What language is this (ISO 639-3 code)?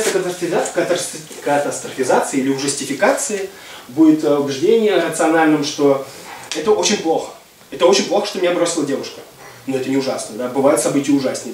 rus